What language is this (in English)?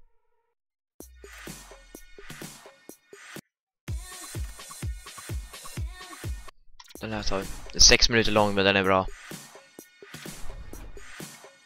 Swedish